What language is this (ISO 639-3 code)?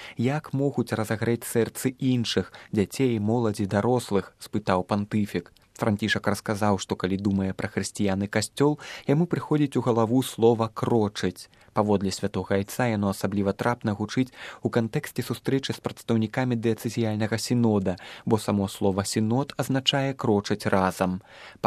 bel